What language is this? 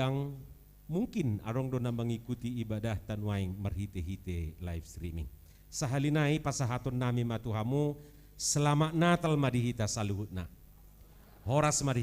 Batak Toba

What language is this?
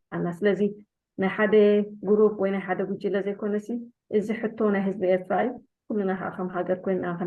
Tigrinya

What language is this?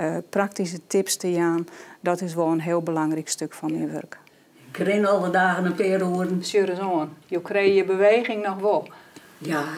Western Frisian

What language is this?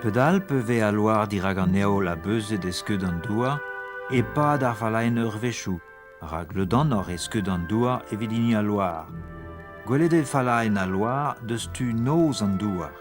Breton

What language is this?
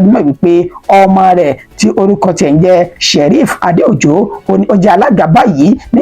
Yoruba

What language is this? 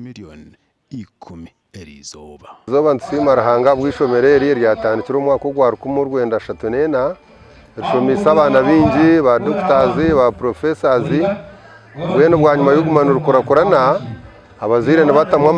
Nyankole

